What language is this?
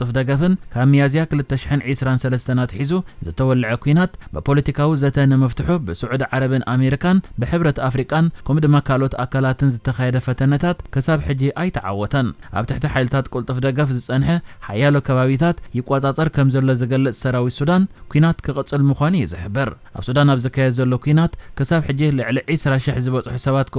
Tigrinya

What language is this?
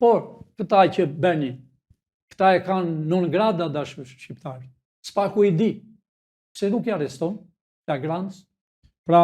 Albanian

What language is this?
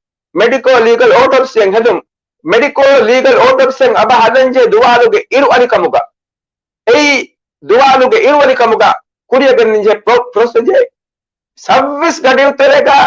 Divehi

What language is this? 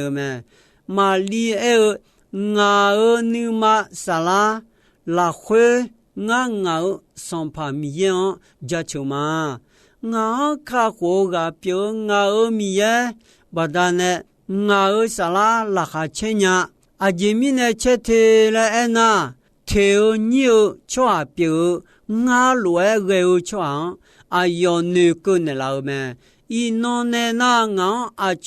Akha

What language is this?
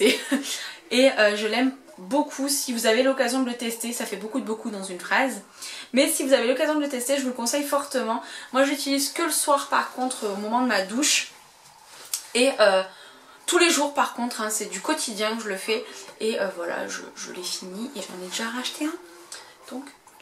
French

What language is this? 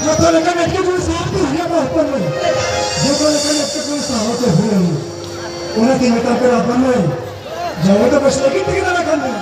Santali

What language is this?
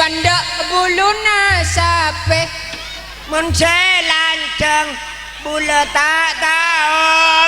Madurese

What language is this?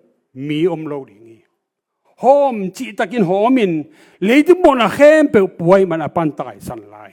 Tedim Chin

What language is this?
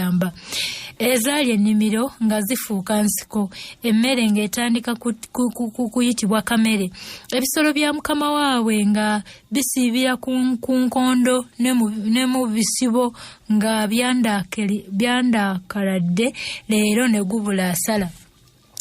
Ganda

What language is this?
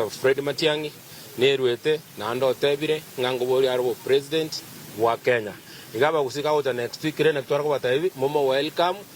Gusii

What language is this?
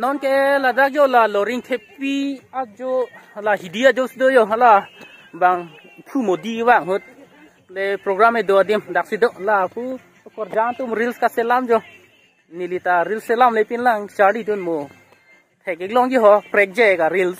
Karbi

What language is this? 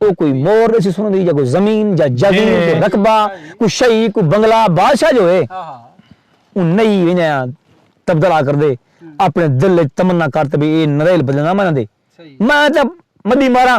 Saraiki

